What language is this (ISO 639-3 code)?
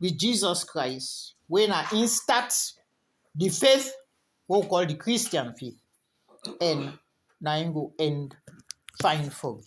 kri